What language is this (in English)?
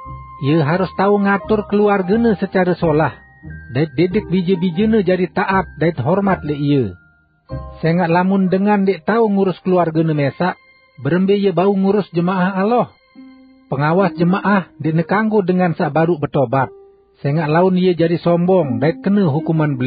Sasak